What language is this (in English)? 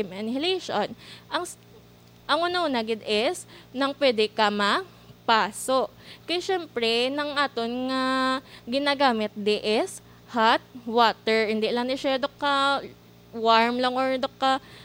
Hiligaynon